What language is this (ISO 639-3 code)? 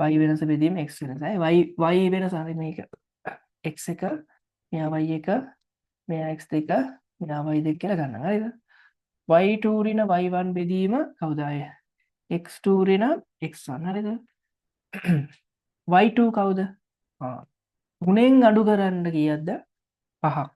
sin